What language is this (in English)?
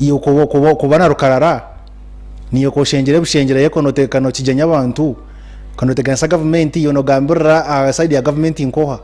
Nyankole